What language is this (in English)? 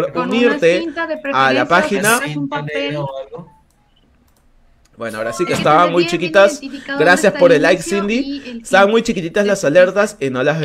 Spanish